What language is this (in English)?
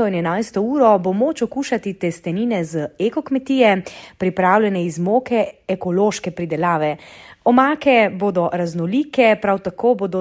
Slovenian